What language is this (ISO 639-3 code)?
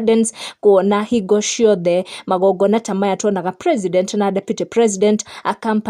kik